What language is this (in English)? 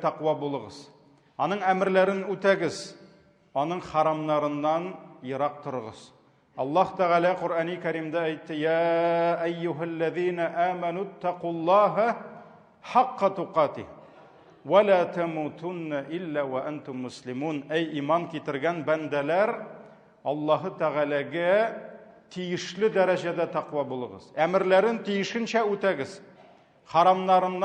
Tatar